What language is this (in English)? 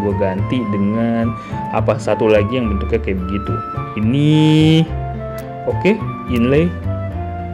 Indonesian